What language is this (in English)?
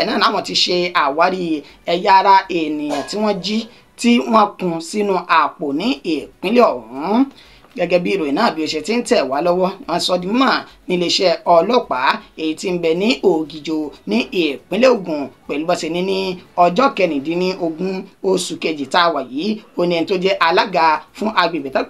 Yoruba